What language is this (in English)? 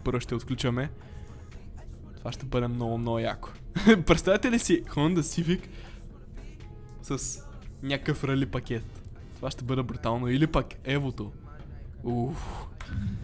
Bulgarian